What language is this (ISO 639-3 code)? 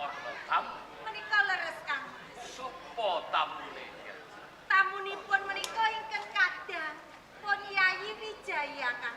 jav